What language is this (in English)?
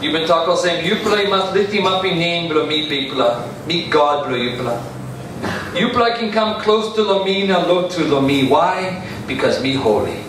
Tok Pisin